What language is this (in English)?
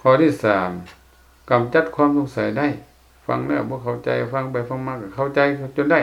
Lao